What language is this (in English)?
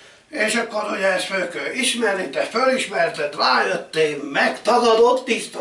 Hungarian